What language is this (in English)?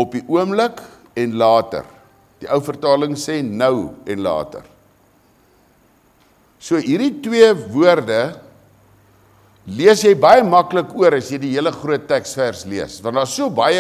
Afrikaans